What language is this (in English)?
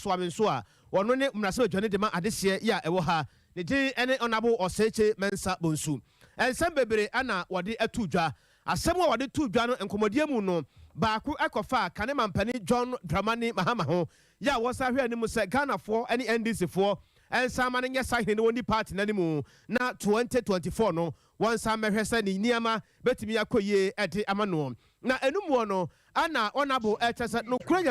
Akan